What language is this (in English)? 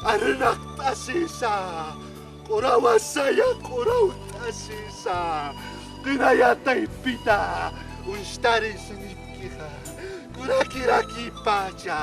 Aymara